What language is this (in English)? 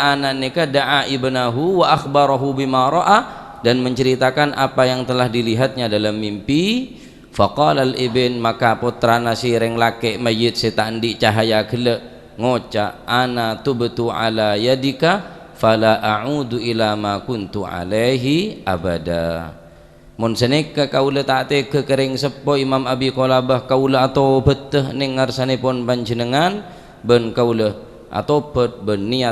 Madurese